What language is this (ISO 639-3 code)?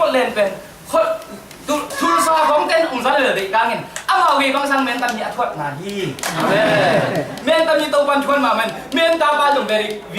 ctd